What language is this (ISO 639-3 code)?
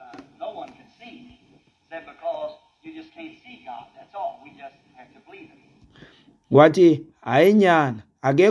xho